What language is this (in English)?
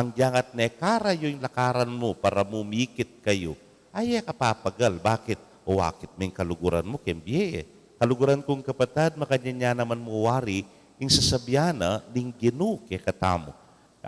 Pampanga